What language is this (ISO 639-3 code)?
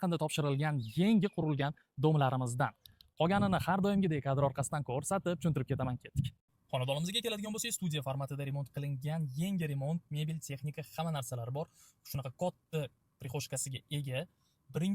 uzb